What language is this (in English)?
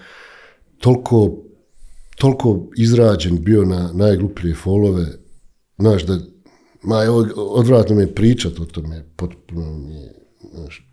Bosnian